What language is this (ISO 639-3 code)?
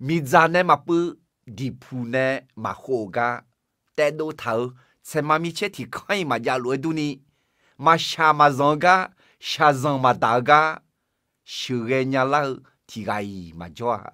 ahk